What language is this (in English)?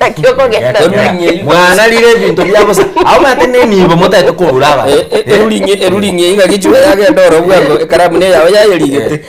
Gusii